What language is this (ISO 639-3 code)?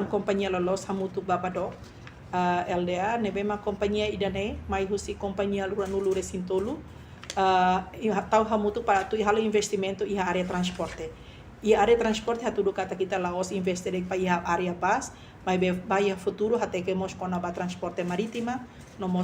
tet